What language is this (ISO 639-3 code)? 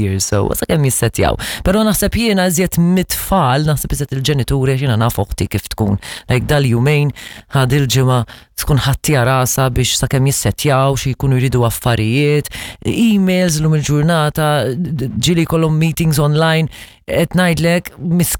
mlt